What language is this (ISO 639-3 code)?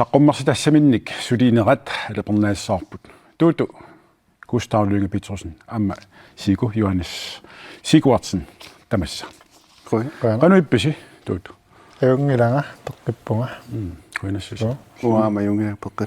kal